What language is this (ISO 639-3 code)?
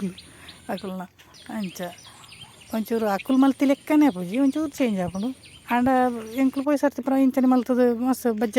tcy